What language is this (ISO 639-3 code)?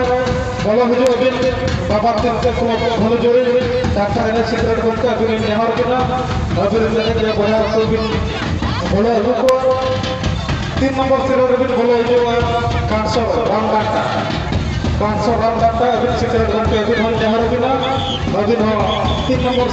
sat